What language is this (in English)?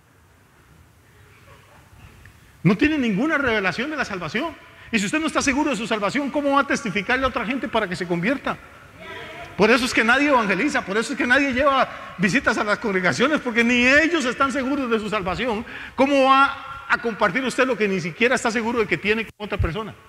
Spanish